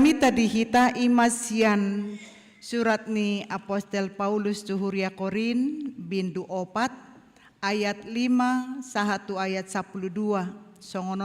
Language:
Batak Toba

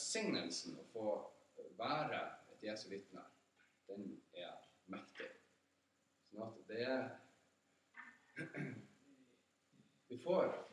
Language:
Norwegian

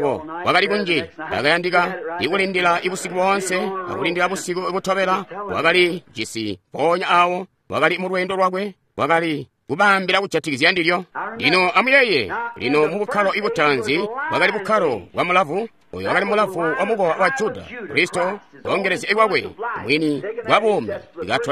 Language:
Tonga (Zambia)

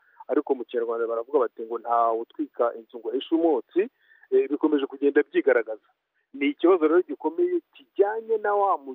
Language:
Kinyarwanda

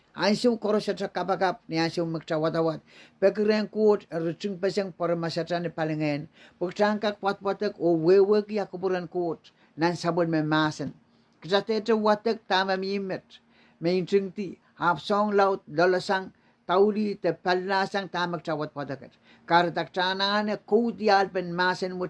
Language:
Pohnpeian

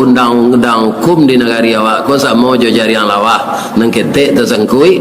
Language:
Minangkabau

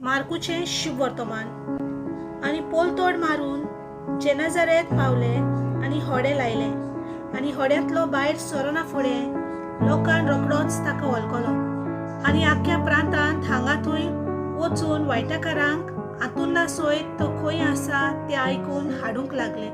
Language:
Konkani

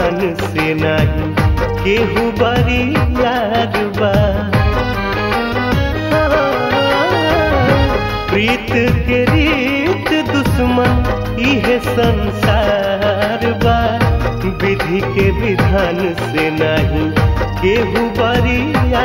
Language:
Bhojpuri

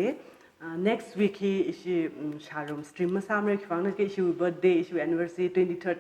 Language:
Tangkhul Naga (India)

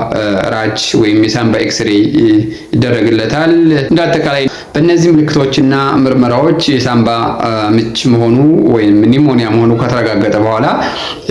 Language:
Amharic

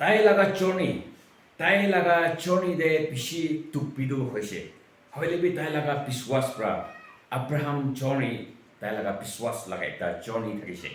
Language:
Naga Pidgin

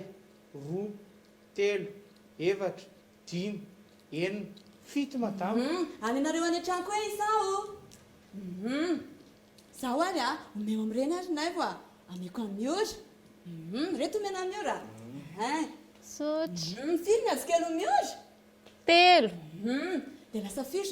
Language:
Malagasy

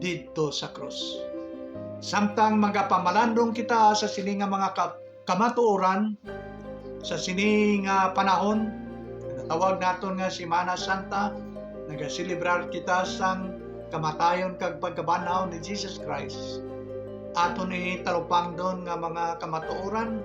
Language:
Hiligaynon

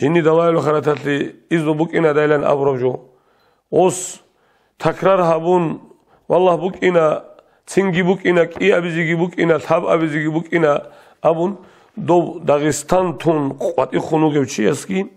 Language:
Avaric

